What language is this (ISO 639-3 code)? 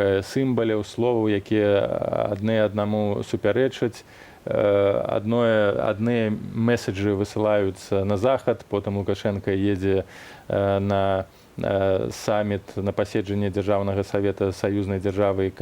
bel